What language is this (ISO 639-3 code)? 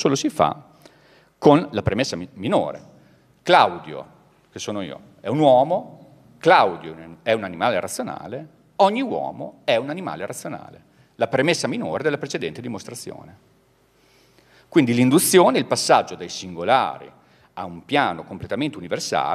ita